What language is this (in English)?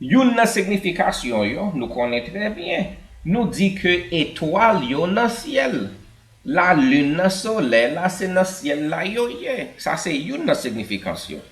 Haitian Creole